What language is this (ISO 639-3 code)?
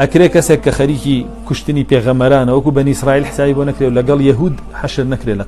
ckb